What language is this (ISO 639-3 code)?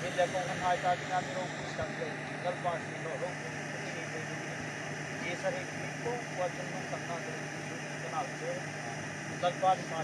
hmr